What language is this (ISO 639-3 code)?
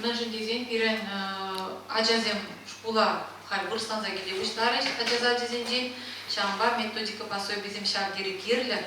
chv